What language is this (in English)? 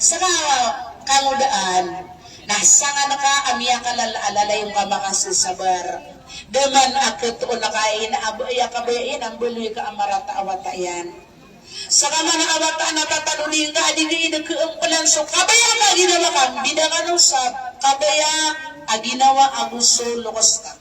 Maranao